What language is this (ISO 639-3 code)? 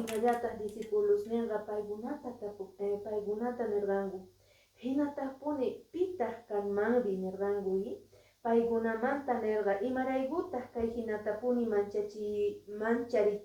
que